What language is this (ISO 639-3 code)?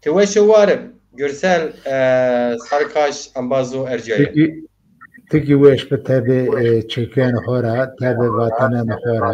zza